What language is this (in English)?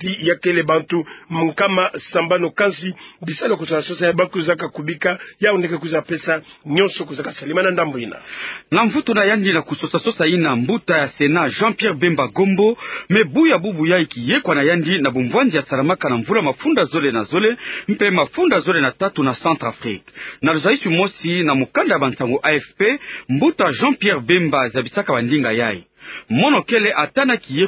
Kituba (Democratic Republic of Congo)